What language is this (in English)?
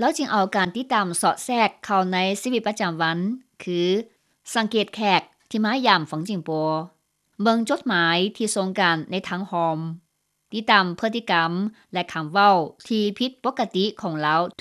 Lao